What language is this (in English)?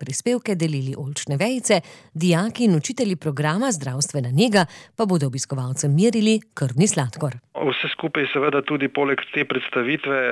Slovenian